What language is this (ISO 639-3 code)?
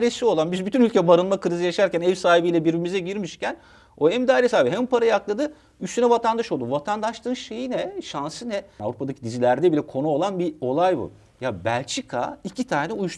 tur